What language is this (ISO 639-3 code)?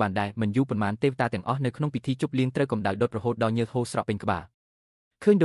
khm